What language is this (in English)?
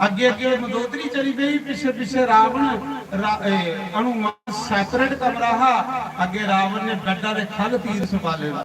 Dogri